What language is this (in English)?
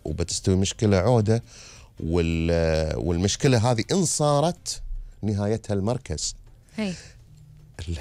Gulf Arabic